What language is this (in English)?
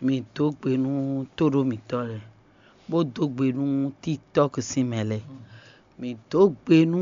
Fon